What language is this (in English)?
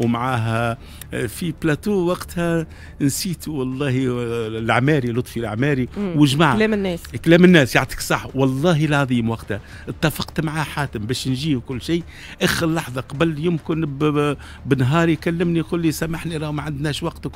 Tunisian Arabic